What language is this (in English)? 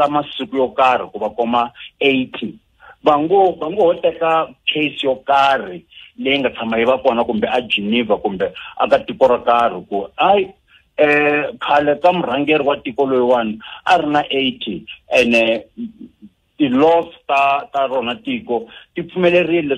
Tsonga